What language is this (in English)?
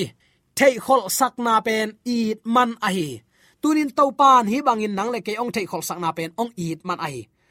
Tedim Chin